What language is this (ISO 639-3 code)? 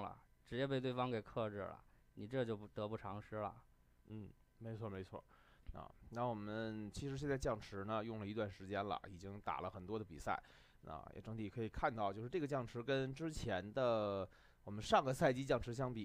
zho